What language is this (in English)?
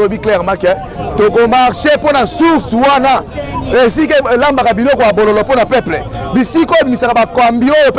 Lingala